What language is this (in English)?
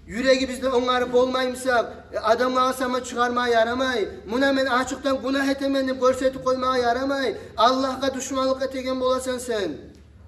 Kumyk